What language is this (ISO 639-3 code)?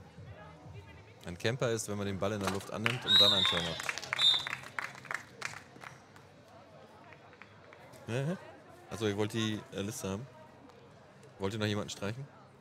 deu